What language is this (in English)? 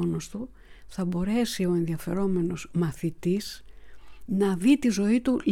Greek